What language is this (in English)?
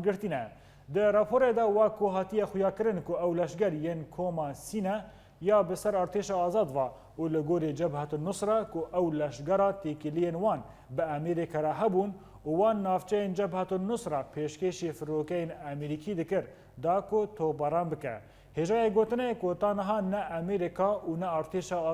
Kurdish